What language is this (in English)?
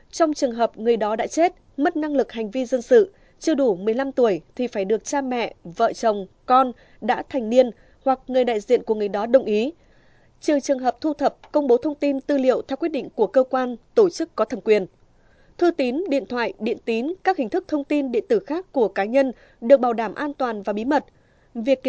Vietnamese